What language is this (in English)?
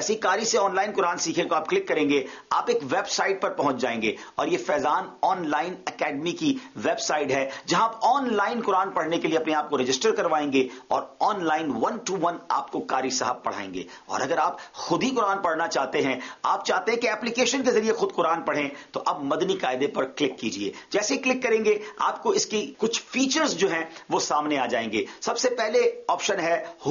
Urdu